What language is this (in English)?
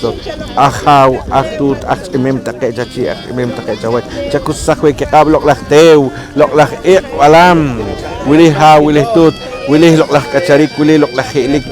Poqomchi'